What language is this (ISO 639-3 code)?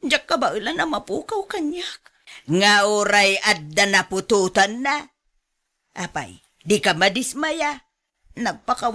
ilo